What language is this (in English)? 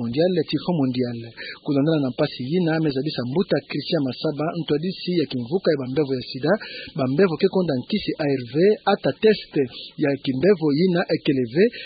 Kituba (Democratic Republic of Congo)